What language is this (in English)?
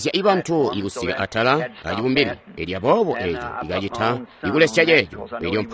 Tonga (Zambia)